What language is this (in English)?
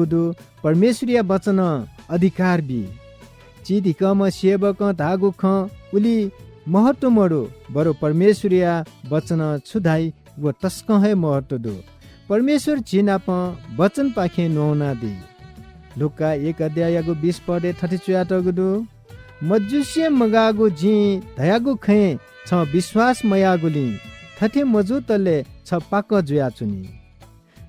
Newari